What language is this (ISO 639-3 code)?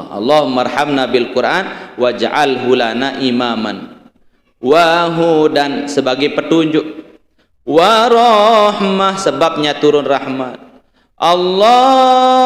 sas